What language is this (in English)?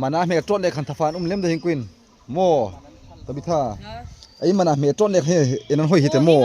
Hmar